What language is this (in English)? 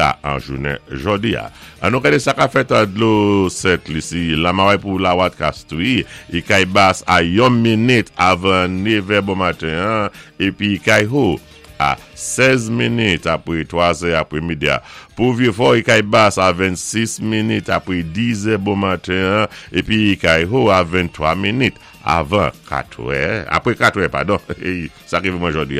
Saint Lucian Creole French